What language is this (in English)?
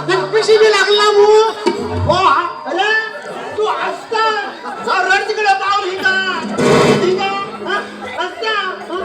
Konkani